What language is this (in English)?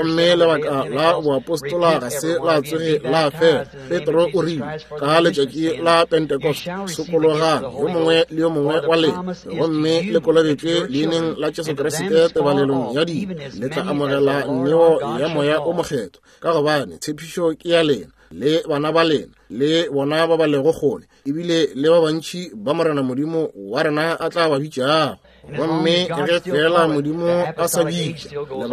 Northern Sotho